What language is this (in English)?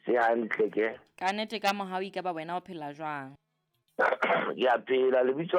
Southern Sotho